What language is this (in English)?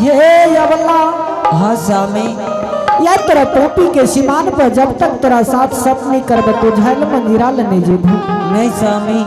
Angika